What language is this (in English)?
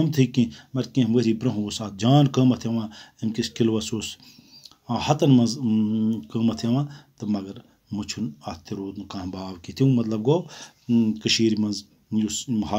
Kashmiri